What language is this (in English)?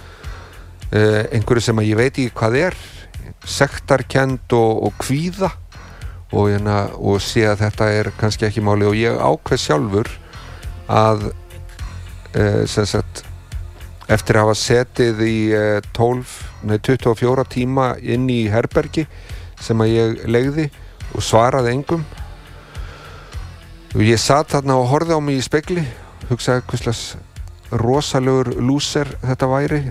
Icelandic